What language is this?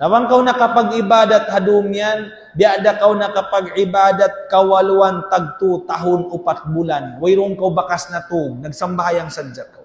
Tausug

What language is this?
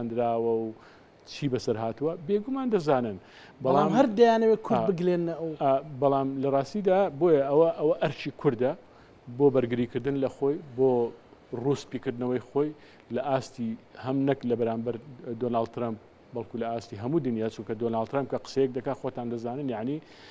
Central Kurdish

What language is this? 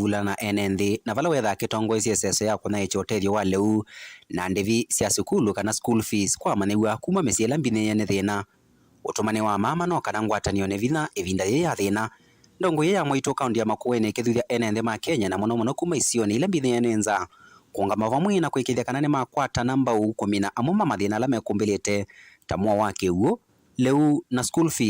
Kamba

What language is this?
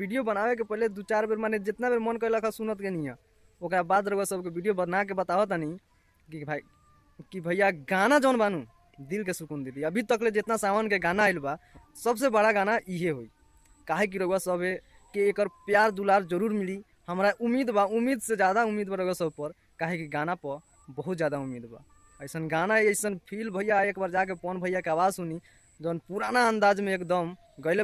Bhojpuri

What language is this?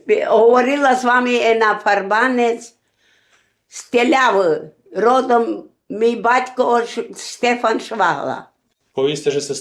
Rusyn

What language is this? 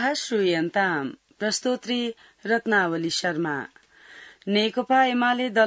Sanskrit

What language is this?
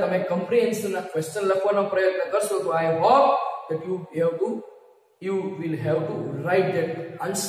Gujarati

